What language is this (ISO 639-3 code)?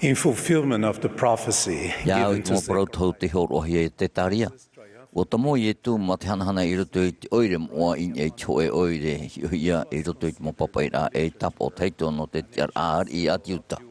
tah